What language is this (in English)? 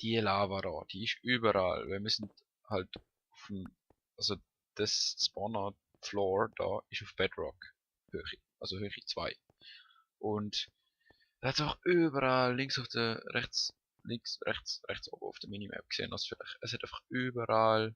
Swiss German